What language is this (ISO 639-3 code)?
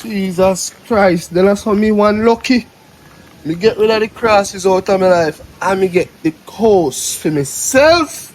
jam